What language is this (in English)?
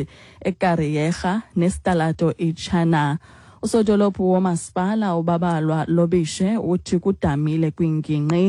Xhosa